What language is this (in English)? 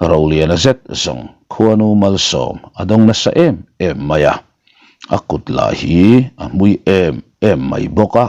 Mizo